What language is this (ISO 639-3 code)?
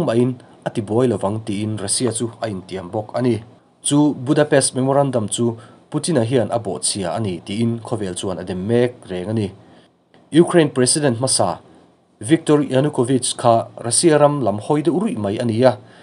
lus